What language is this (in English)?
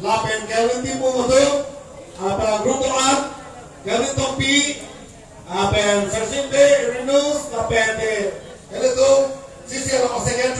Karbi